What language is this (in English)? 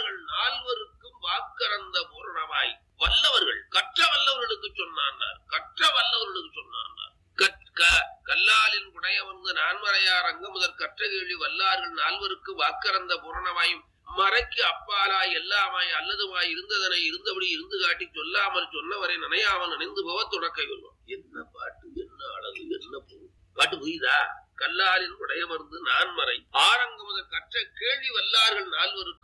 Tamil